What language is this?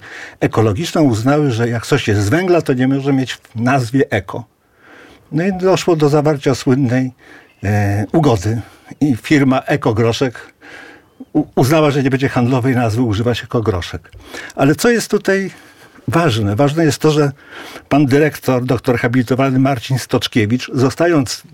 Polish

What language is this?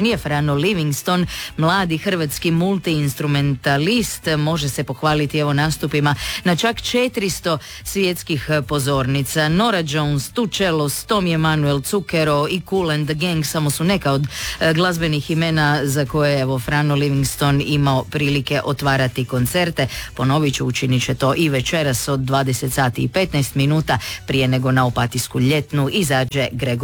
Croatian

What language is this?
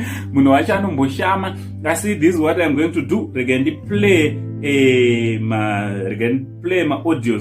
Shona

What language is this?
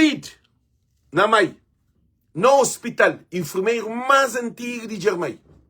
Kabuverdianu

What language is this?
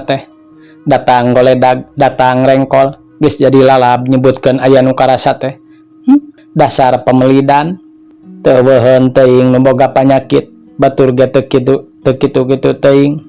Sundanese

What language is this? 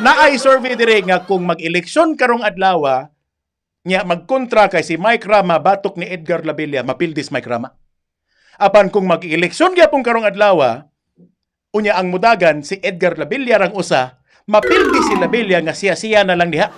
Cebuano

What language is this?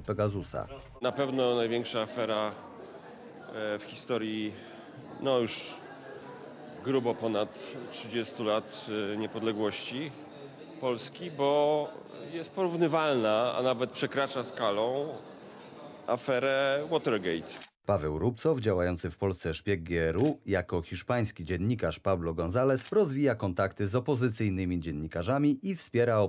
Polish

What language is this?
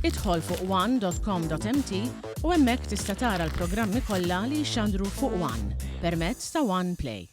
Maltese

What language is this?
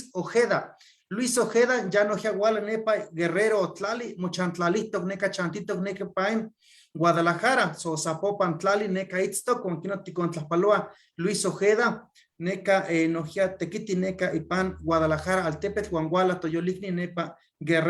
Eastern Huasteca Nahuatl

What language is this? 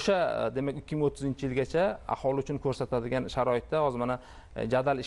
Uzbek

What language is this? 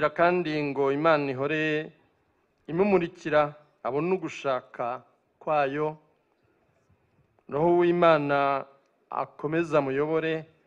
Kinyarwanda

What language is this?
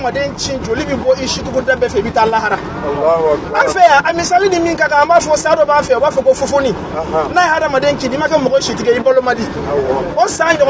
Bambara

